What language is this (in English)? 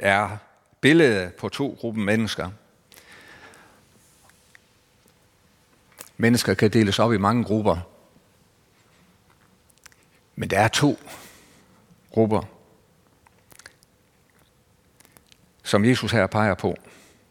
Danish